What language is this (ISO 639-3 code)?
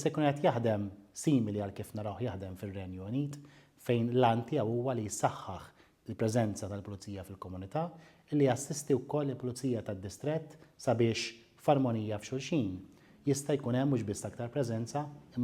mlt